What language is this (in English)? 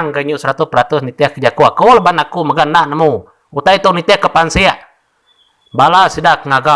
Iban